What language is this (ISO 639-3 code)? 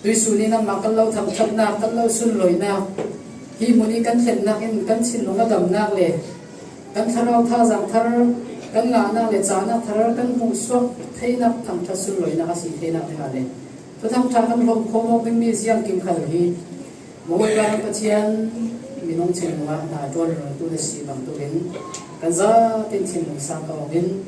cfm